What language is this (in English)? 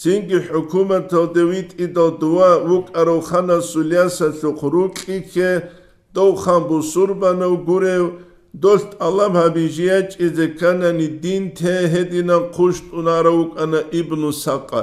Avaric